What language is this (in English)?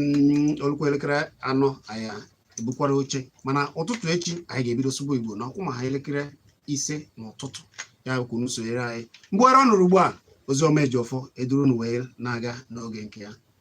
Igbo